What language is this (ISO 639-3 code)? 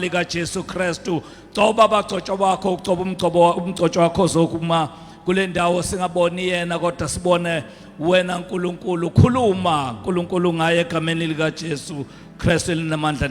zul